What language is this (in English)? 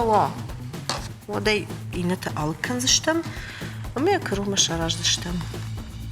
Ossetic